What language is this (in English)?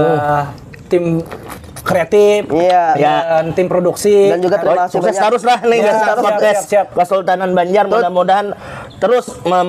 Banjar